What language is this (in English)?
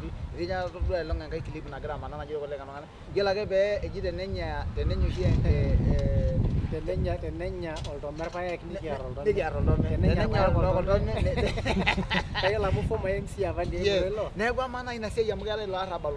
Masai